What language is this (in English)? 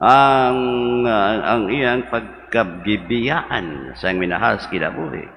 Cebuano